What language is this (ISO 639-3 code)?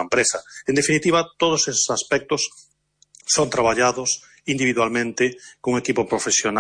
glg